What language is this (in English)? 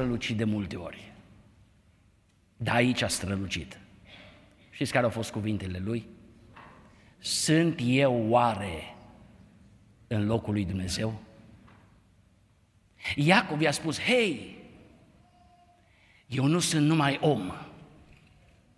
Romanian